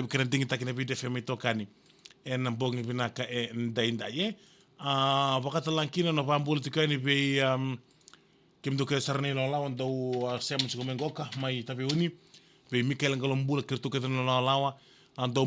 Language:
Fijian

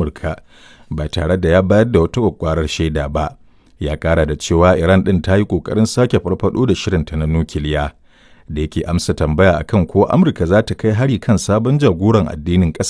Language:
Hausa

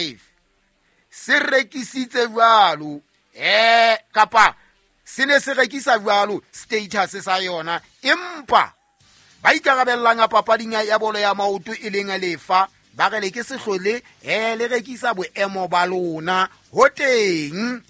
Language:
Southern Sotho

